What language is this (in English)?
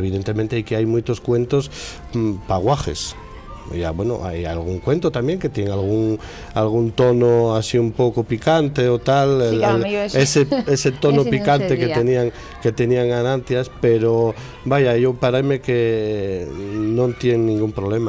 Asturian